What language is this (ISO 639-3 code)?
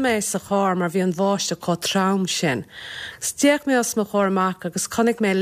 gle